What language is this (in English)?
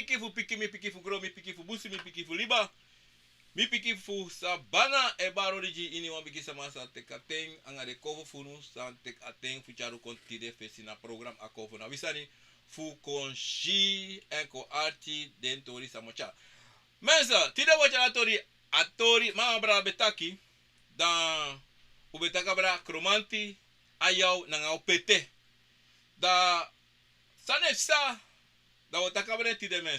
Sranan Tongo